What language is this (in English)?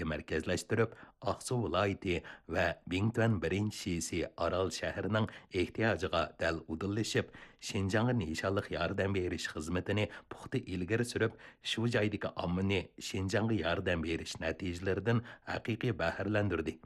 Uyghur